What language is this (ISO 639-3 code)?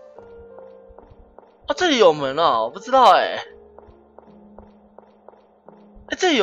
zho